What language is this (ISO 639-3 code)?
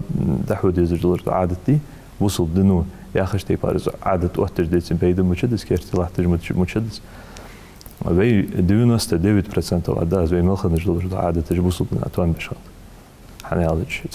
inh